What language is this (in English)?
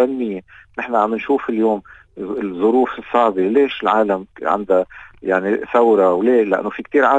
North Levantine Arabic